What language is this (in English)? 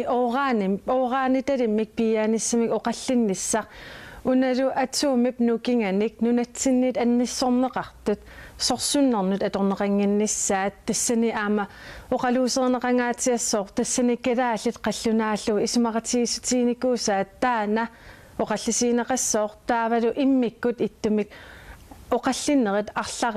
Kalaallisut